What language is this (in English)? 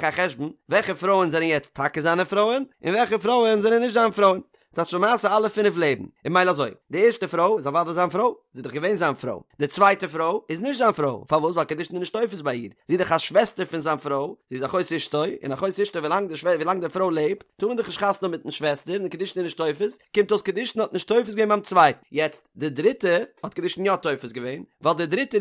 Yiddish